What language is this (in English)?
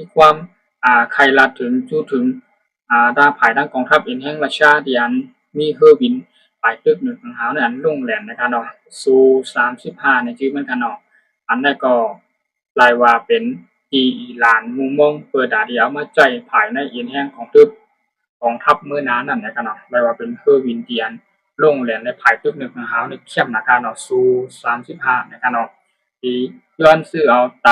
Shan